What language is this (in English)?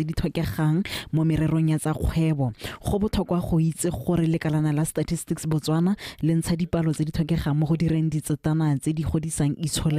Tswana